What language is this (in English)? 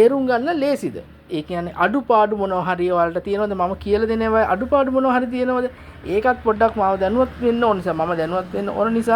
Sinhala